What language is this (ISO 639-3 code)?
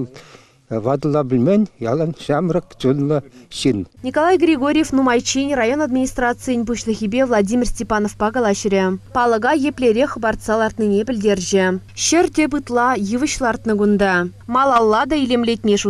chv